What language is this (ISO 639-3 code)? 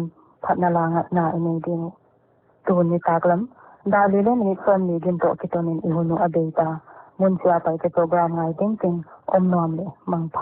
pck